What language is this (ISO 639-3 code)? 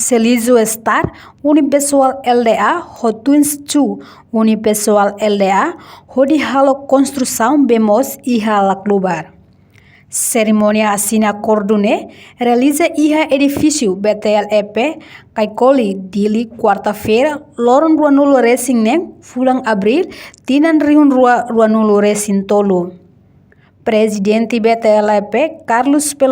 tet